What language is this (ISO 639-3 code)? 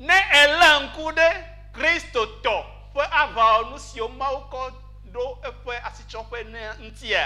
ewe